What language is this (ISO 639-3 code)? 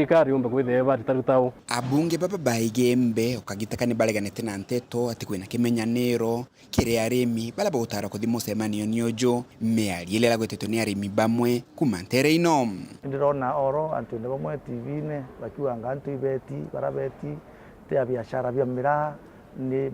mer